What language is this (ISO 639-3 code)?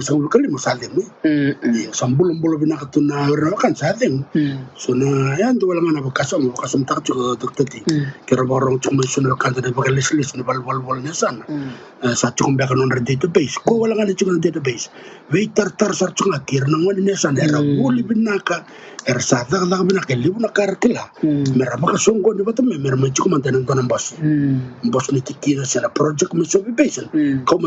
fij